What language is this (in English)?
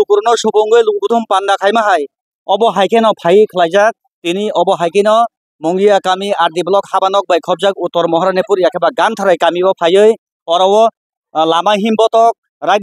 Kok Borok